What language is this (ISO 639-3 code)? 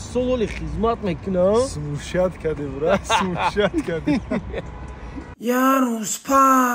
tgk